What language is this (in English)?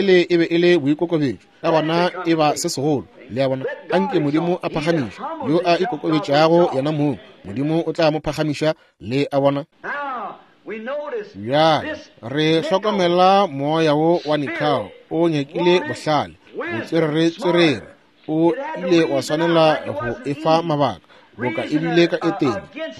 Northern Sotho